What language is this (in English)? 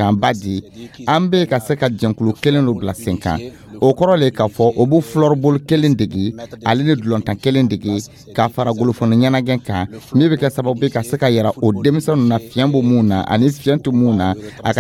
Dyula